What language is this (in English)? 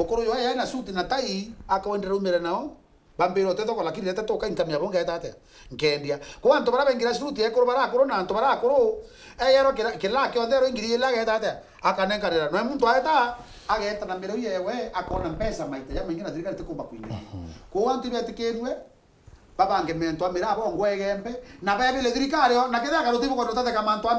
Meru